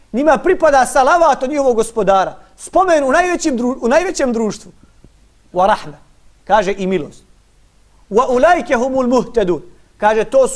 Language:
Bosnian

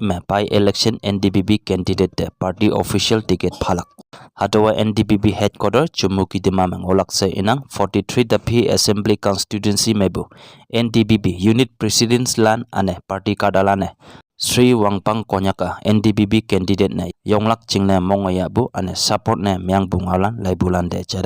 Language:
Konyak Naga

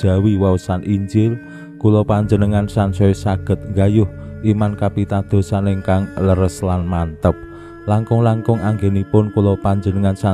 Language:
Javanese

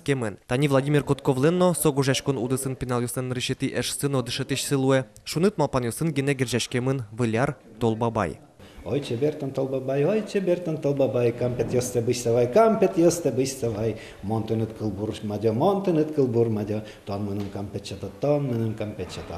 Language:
Udmurt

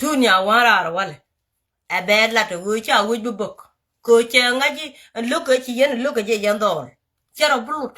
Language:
Nuer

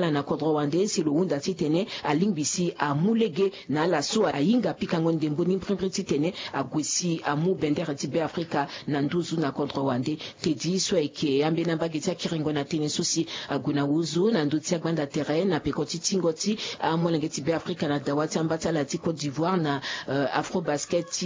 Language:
Sango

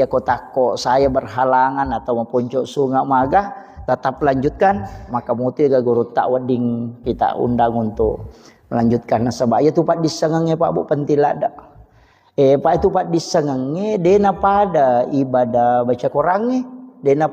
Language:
Buginese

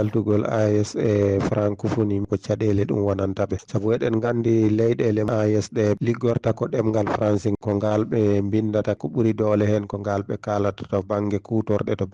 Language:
Fula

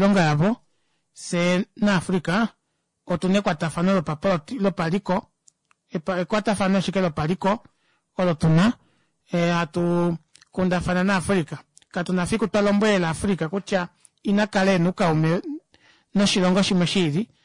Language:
Kuanyama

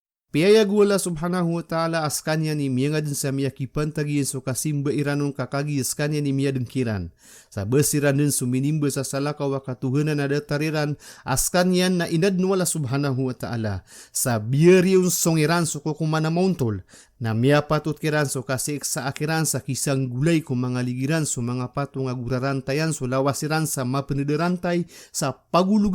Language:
Maranao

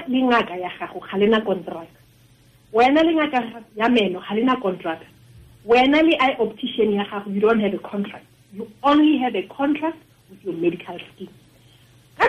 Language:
Tswana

